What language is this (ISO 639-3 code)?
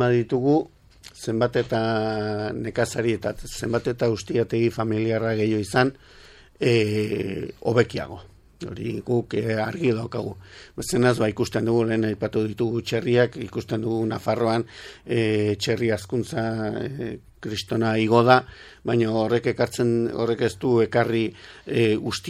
eus